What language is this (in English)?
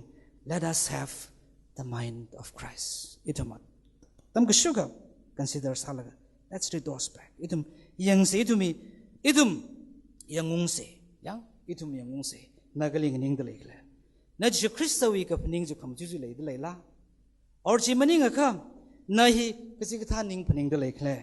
Tangkhul Naga (India)